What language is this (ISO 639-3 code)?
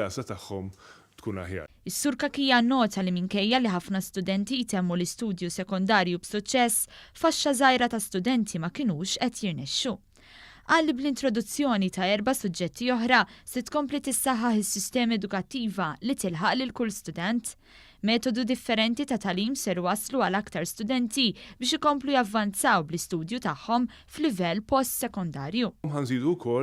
mlt